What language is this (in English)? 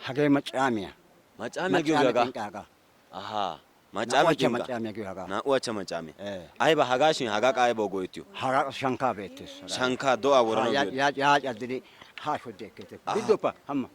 Wolaytta